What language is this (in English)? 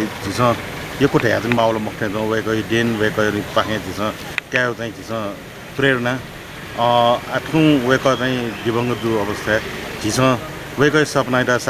Newari